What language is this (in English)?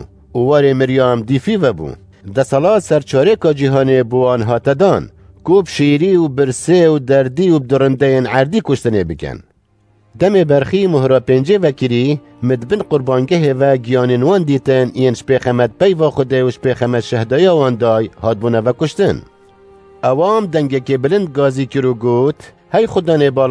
Kurdish